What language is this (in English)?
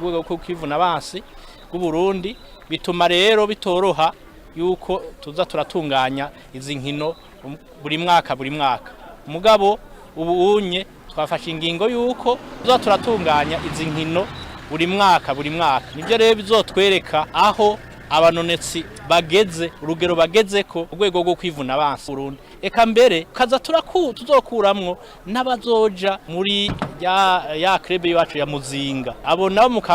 Rundi